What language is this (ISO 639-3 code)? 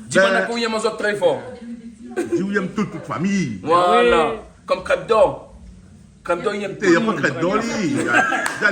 rcf